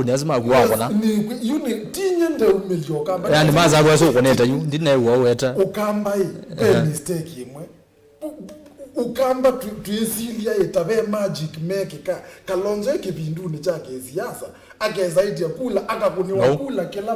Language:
Kamba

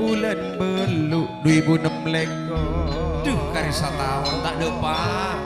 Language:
Madurese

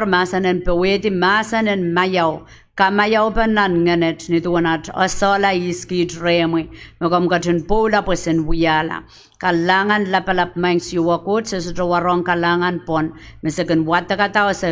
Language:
Pohnpeian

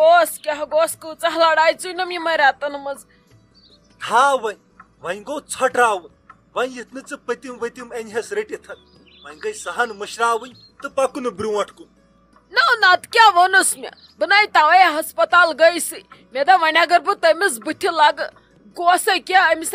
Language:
Kashmiri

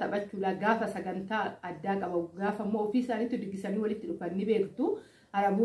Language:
Oromo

